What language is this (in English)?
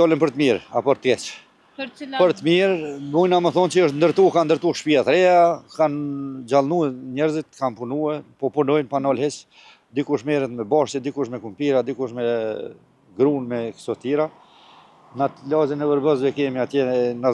Albanian